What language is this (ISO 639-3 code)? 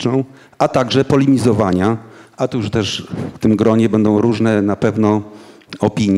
pol